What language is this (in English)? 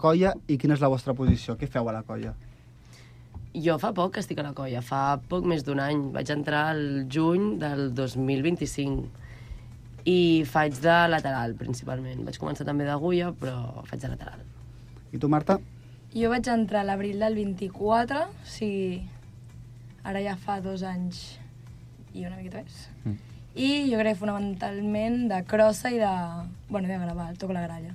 Catalan